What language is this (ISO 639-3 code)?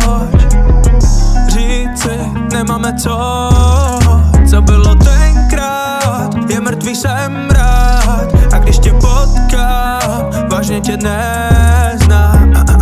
ces